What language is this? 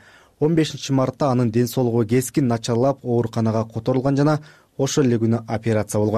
Kyrgyz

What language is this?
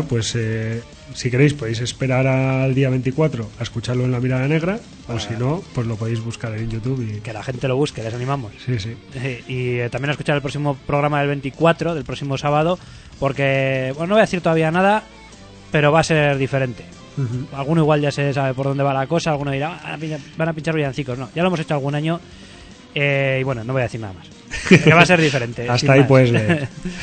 Spanish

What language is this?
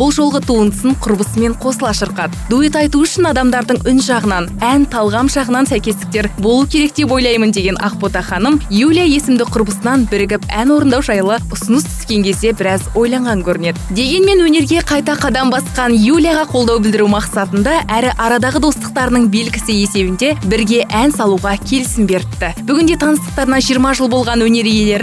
Kazakh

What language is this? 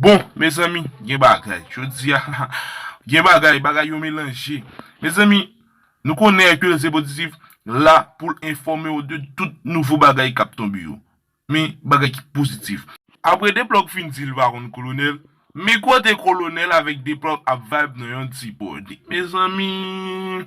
Haitian Creole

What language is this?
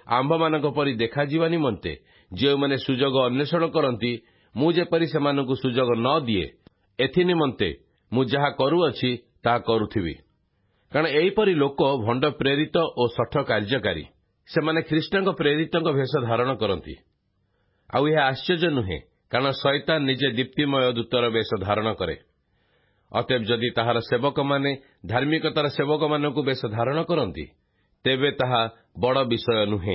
Odia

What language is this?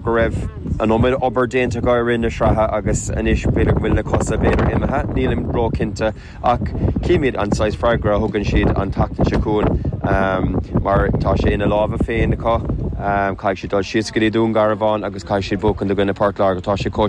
Irish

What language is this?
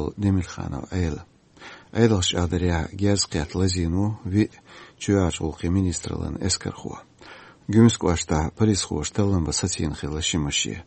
Chechen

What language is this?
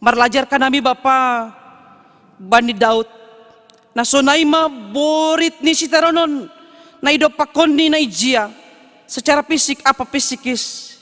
Batak Simalungun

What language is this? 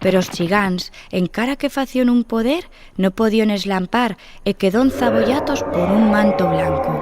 Aragonese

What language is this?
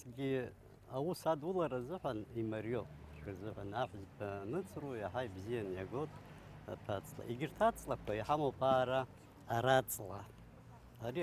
Abkhazian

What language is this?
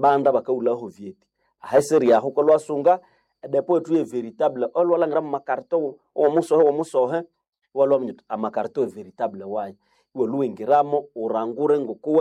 Nande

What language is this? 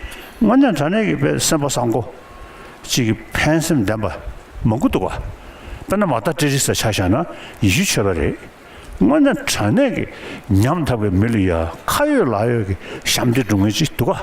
Tibetan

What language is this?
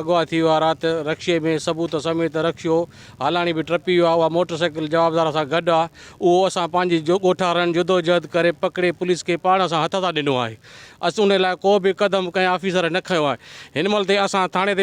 Sindhi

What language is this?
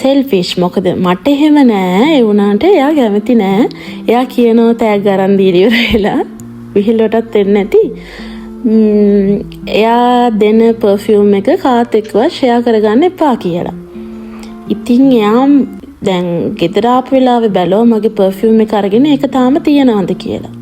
Sinhala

